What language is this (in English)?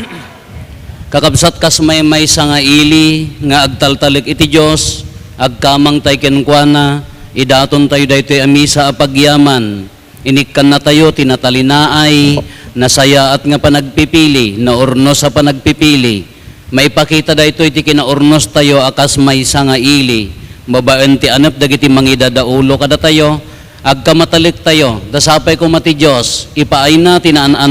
Iloko